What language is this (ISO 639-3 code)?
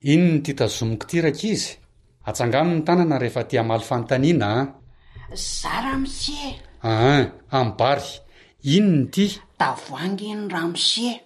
mlg